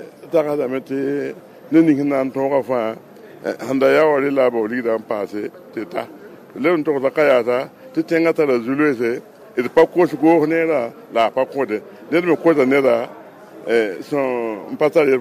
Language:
Mossi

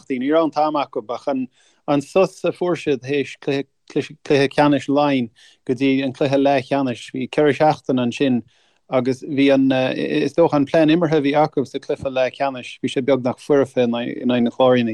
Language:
Irish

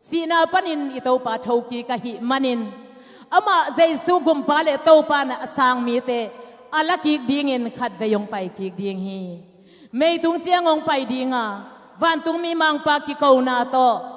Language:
Tedim Chin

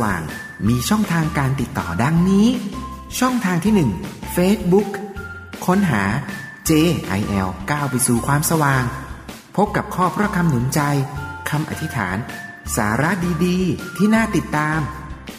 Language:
Thai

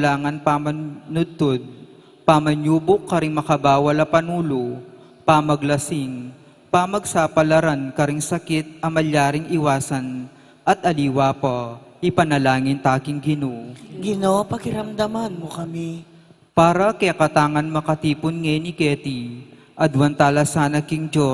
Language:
Pampanga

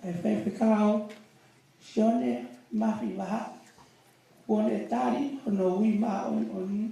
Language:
Tongan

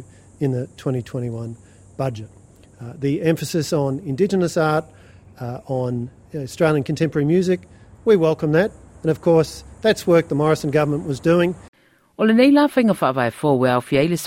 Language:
Samoan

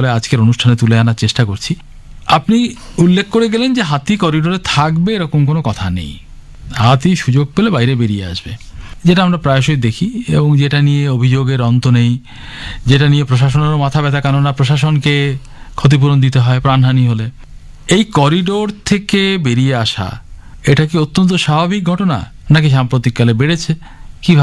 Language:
Bangla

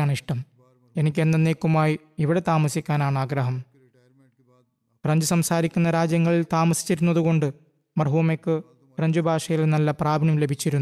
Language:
Malayalam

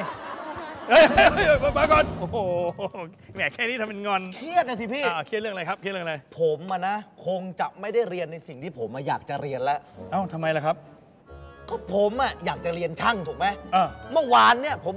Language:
Thai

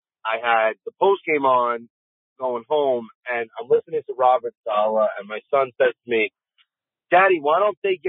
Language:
English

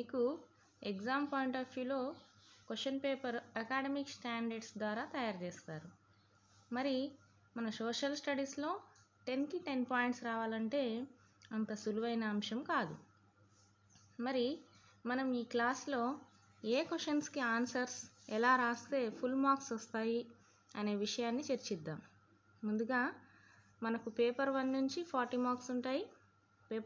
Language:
Telugu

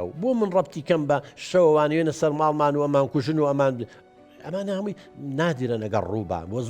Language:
Central Kurdish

